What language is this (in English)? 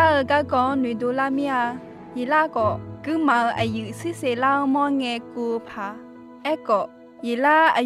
Akha